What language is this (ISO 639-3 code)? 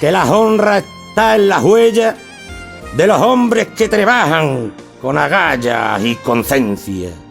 ext